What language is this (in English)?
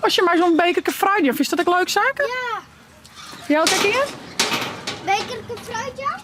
Western Frisian